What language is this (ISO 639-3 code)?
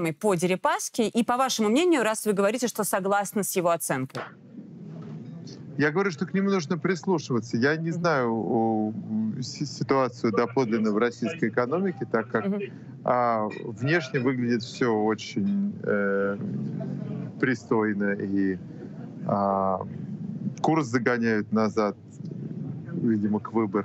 rus